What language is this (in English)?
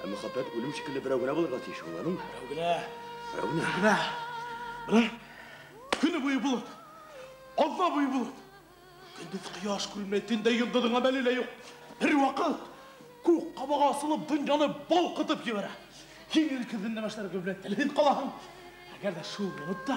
Bashkir